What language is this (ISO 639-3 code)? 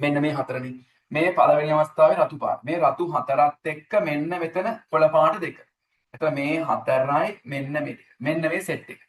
sin